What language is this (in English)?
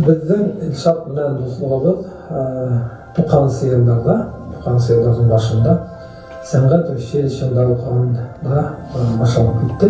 Bashkir